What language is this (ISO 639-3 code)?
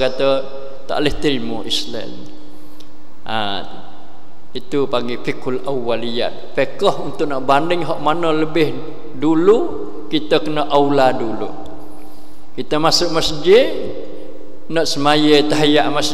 msa